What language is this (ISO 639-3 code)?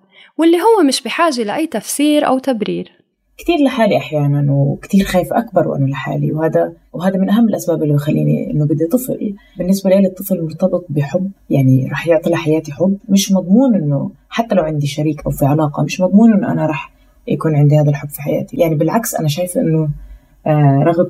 apc